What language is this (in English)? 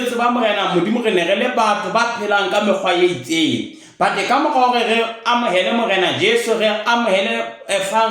Southern Sotho